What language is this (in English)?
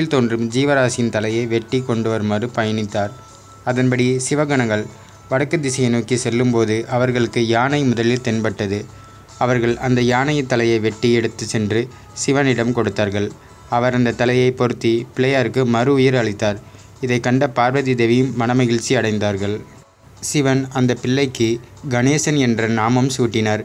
Tamil